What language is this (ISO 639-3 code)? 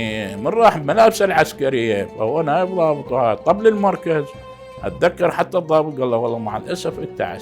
acm